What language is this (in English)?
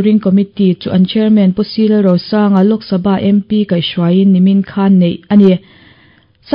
Mizo